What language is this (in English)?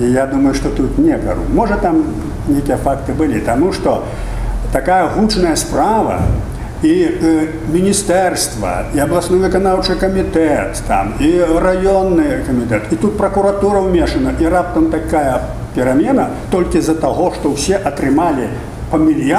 Belarusian